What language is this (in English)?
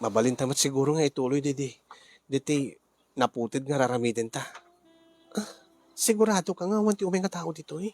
Iloko